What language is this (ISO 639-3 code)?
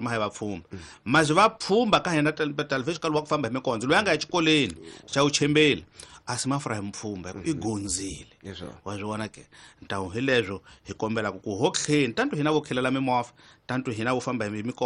tso